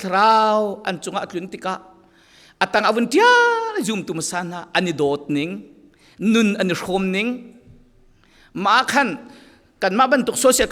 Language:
Falam Chin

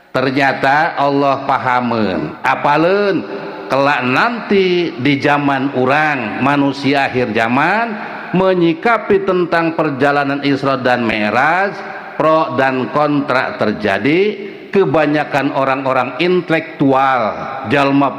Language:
Sundanese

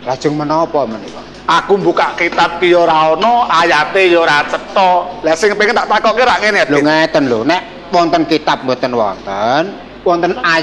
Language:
Javanese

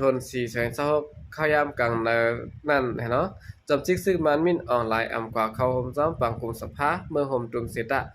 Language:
Shan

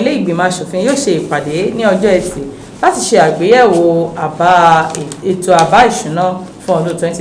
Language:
Yoruba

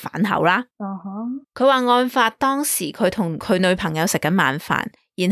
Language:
Cantonese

